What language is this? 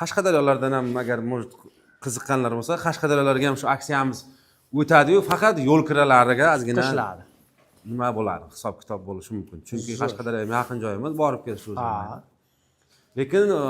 Uzbek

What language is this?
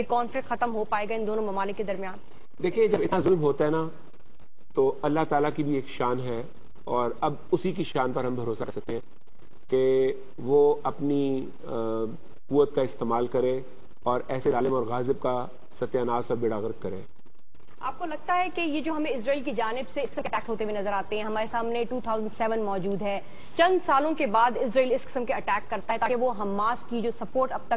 Urdu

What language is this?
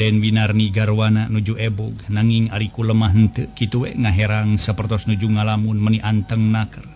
Sundanese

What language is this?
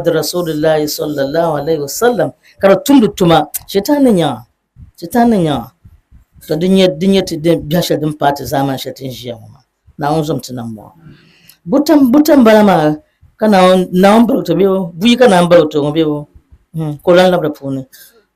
Dagbani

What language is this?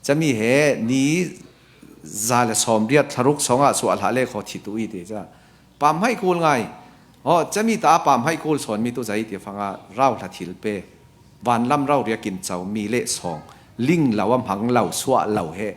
Falam Chin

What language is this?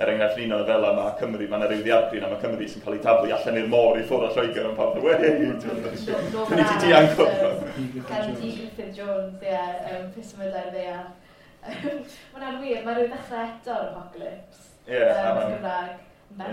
Welsh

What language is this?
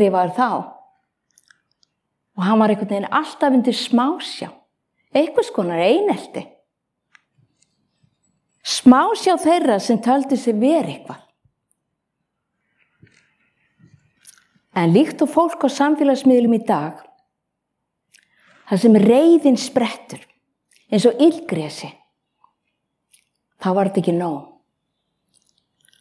Icelandic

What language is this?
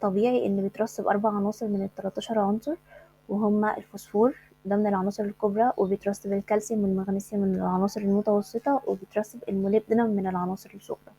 Egyptian Arabic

